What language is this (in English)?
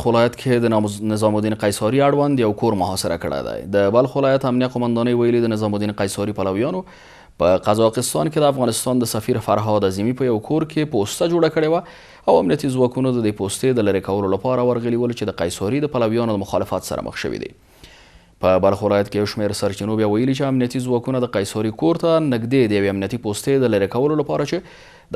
Pashto